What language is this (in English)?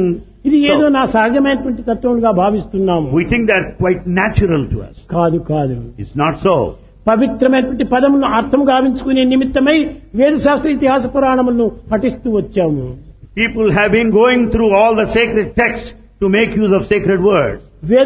Telugu